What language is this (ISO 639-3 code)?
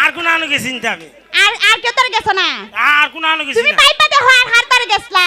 syl